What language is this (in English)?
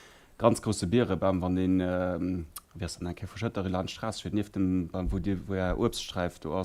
Luxembourgish